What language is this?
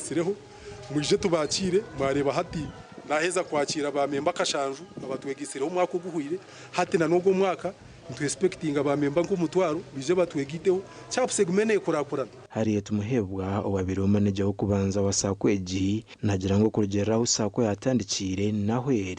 Nyankole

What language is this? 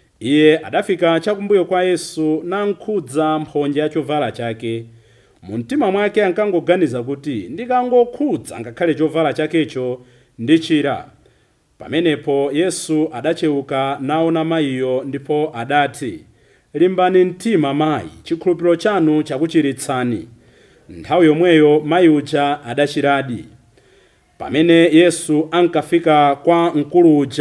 Nyanja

